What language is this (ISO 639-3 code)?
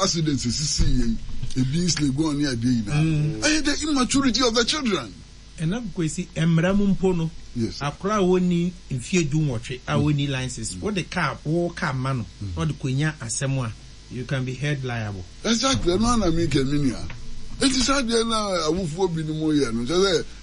aka